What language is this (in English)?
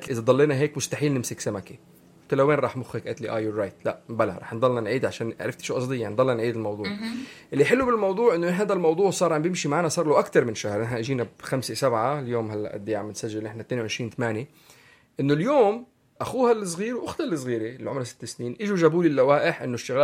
North Levantine Arabic